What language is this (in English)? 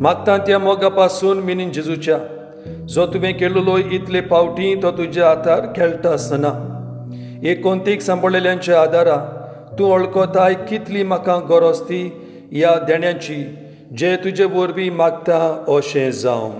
Konkani